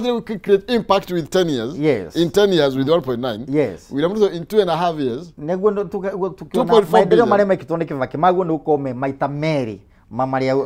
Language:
Kikuyu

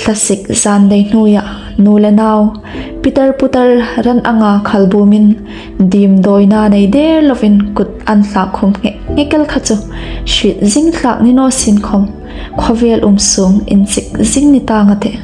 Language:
Hmar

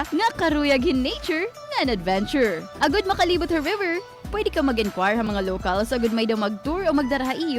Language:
Waray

